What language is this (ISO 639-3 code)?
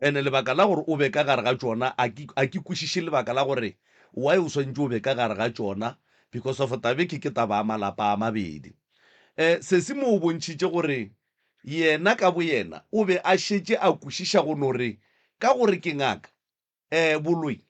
nso